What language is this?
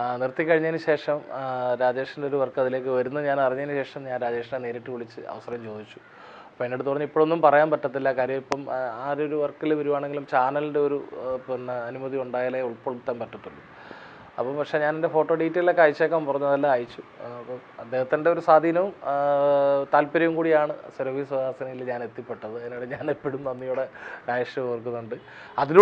Malayalam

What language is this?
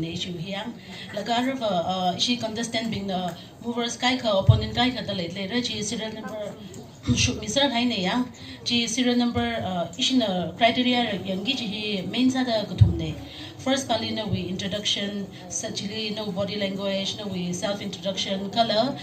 Tangkhul Naga (India)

